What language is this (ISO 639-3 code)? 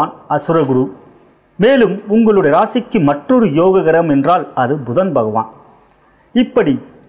tam